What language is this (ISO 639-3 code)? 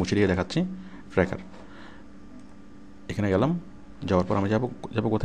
ben